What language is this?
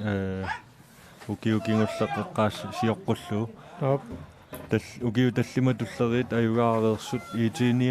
Kalaallisut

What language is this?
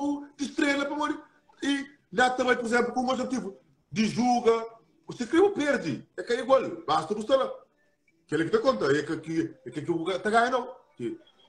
Kabuverdianu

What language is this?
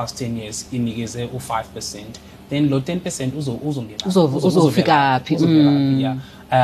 Xhosa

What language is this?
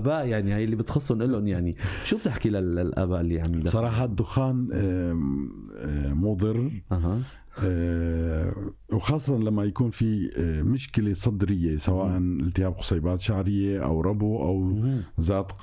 North Levantine Arabic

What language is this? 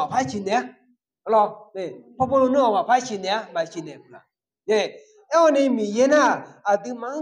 Akha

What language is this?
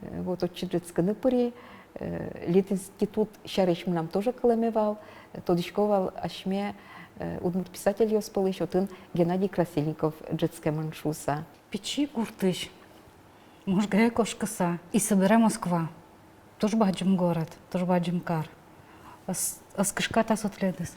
Udmurt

